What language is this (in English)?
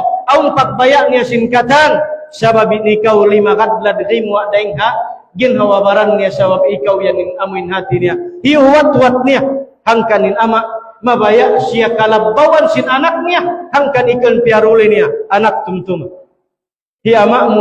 Tausug